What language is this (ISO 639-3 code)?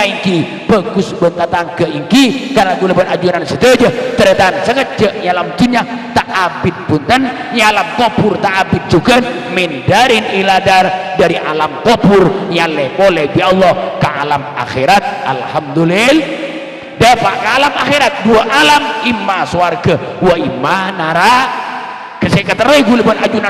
mad